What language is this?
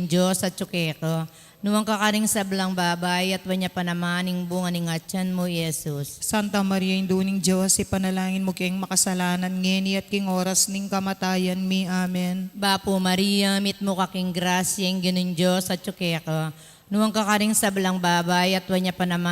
Pampanga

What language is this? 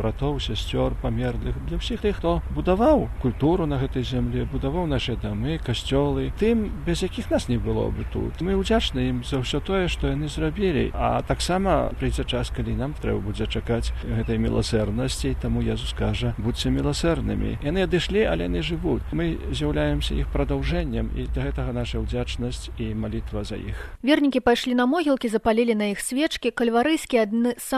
Belarusian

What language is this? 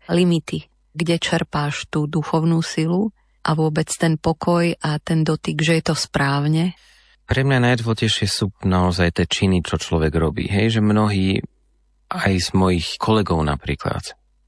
Slovak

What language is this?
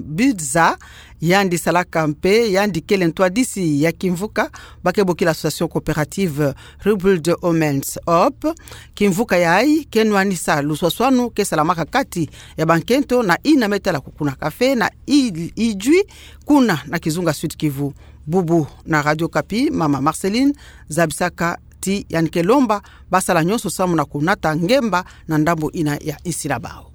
Kituba (Democratic Republic of Congo)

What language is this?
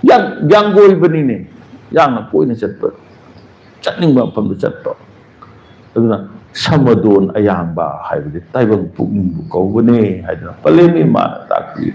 Manipuri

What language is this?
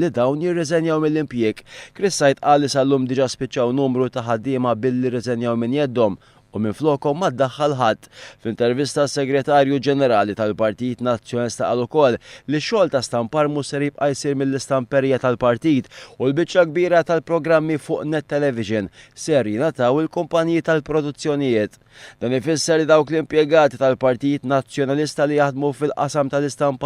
Maltese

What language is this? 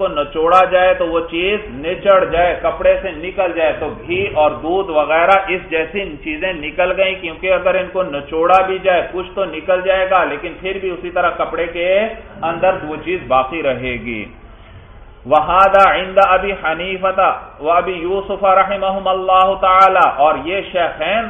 Urdu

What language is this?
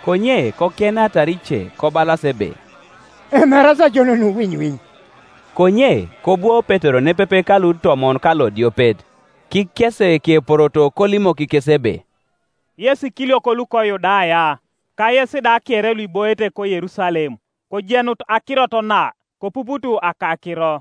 Teso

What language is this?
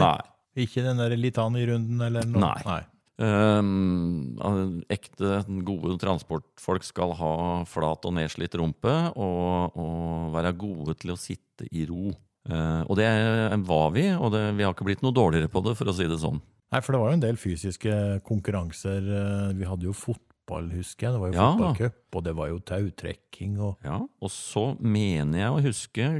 Norwegian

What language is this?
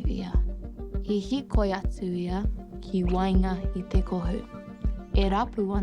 Māori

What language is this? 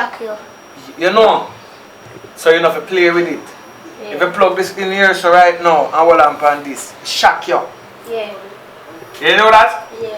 Jamaican Creole English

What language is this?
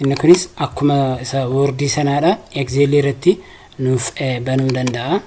Oromo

